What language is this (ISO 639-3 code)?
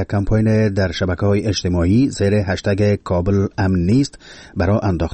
fas